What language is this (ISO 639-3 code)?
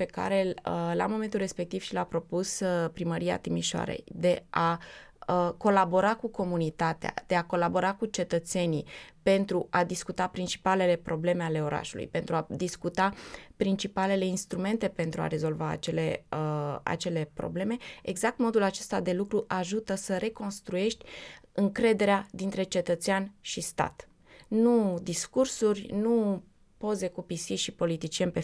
ron